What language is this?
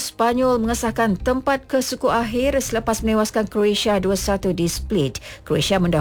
Malay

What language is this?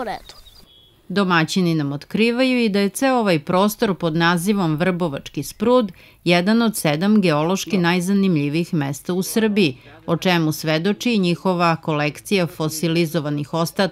Serbian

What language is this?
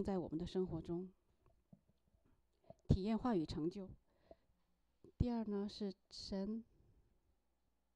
Chinese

